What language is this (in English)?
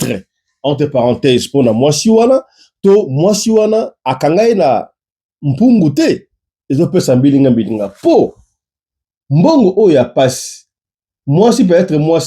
Lingala